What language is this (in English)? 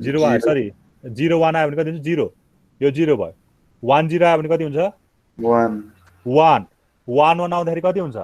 Nepali